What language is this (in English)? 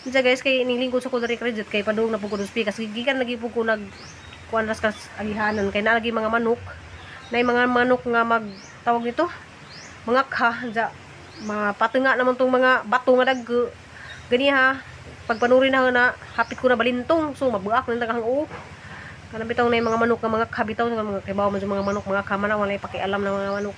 Cebuano